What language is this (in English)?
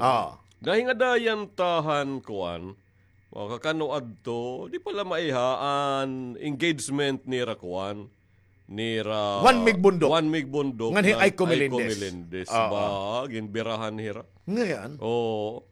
Waray